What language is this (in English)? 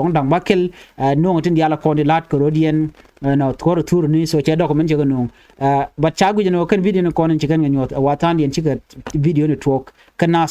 Nuer